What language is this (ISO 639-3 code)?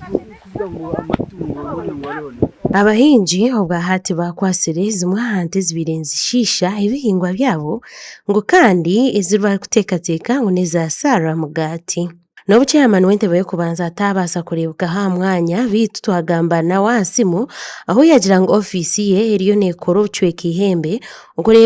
nyn